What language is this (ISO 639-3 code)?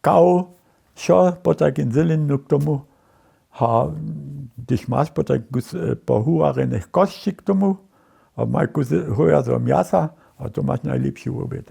hsb